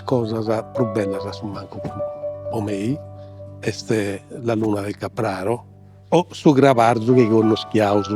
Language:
Sardinian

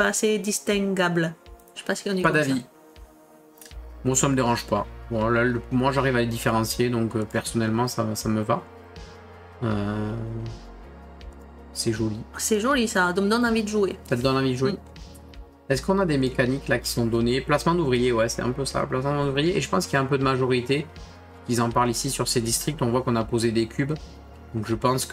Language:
French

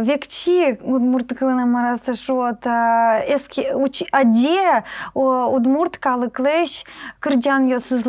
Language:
Udmurt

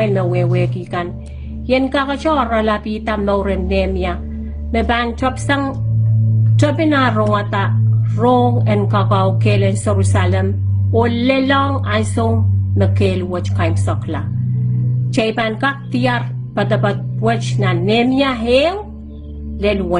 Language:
Pohnpeian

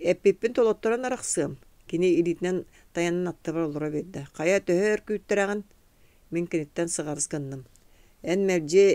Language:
Yakut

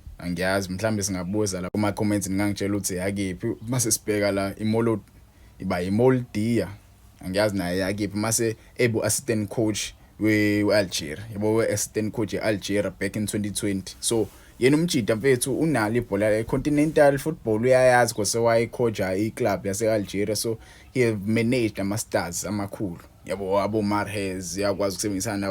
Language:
Zulu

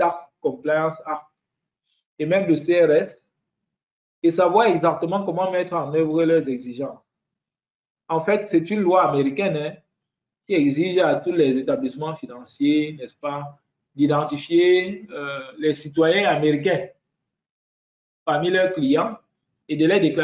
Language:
French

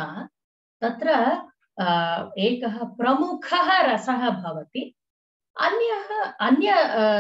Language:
Sanskrit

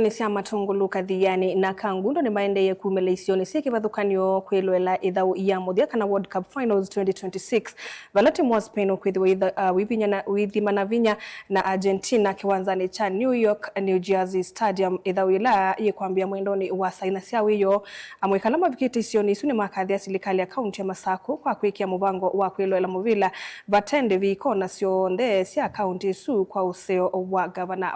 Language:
Kamba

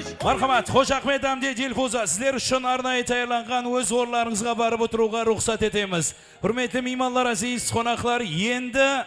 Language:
Kara-Kalpak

